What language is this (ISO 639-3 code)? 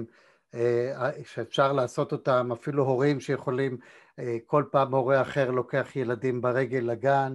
heb